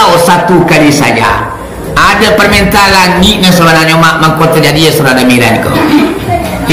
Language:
Minangkabau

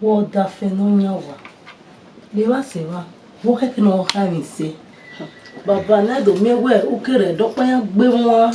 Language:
Bini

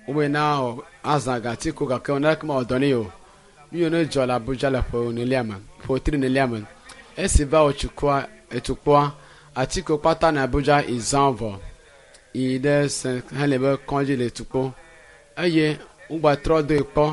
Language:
Ewe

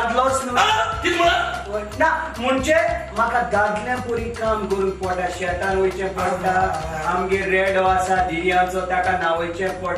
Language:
Konkani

